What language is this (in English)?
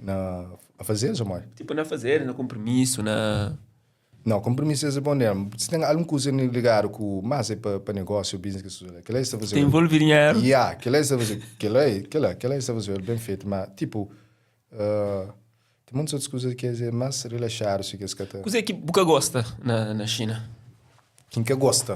Kabuverdianu